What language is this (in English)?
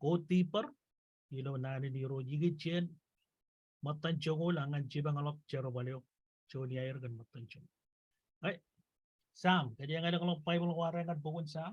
Marshallese